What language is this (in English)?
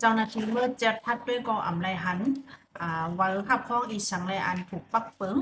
Shan